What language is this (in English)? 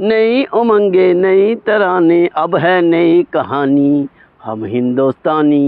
Dogri